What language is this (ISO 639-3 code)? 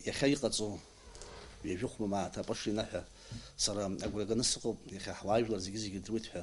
abk